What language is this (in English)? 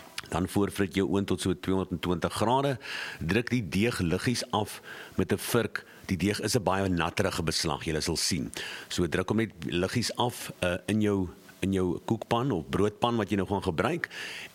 Afrikaans